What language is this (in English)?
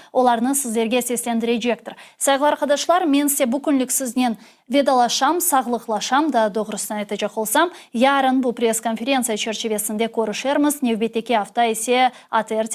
Crimean Tatar